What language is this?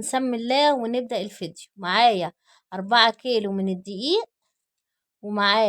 Egyptian Arabic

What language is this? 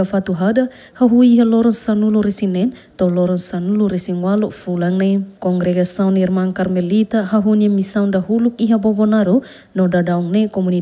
Tetum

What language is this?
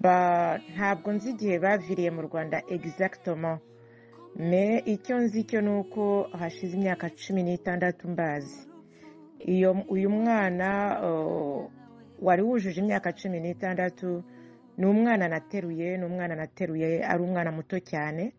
Kinyarwanda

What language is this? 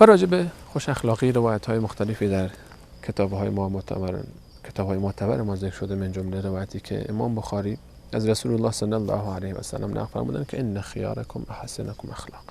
Persian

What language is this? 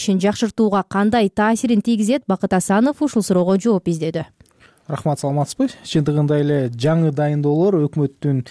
Kyrgyz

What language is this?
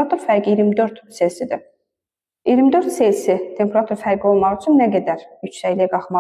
Azerbaijani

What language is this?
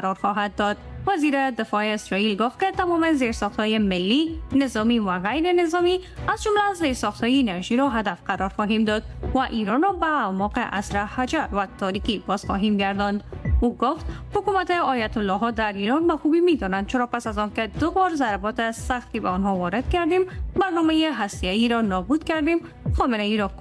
Persian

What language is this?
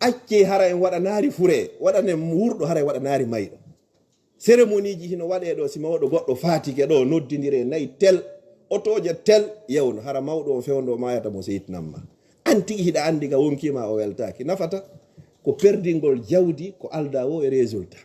Fula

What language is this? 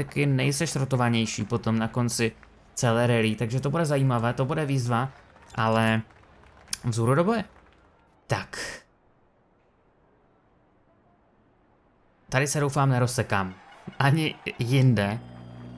Czech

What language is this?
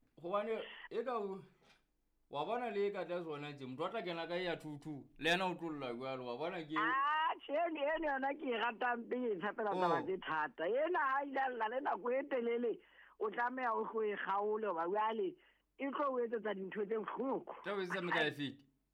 Southern Sotho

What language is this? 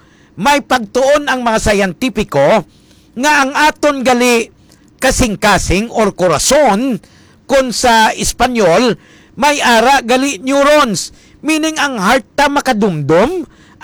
Hiligaynon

